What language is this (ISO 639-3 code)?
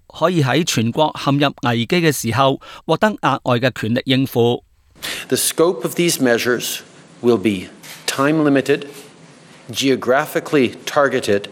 yue